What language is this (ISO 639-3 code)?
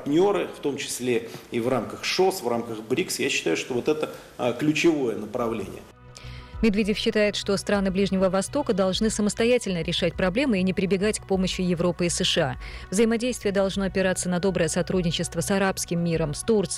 rus